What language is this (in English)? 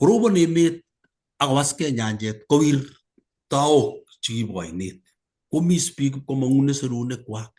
Kalenjin